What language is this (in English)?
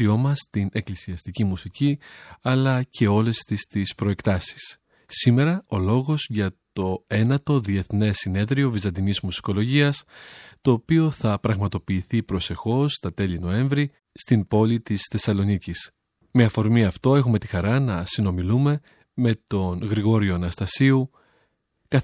Greek